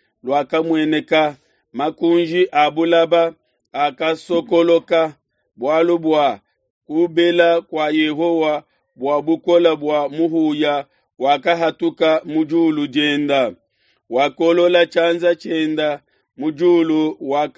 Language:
Luba-Lulua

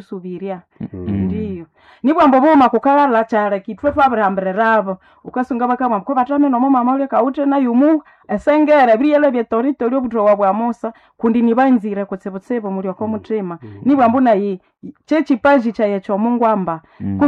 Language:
Nande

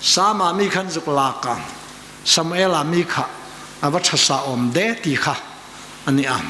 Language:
Hmar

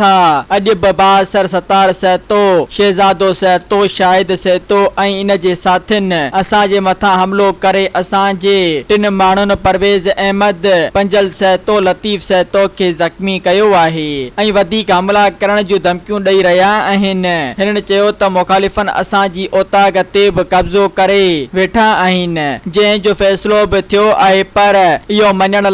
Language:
Sindhi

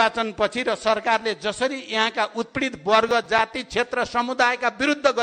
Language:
Nepali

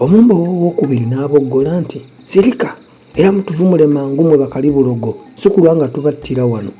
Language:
Ganda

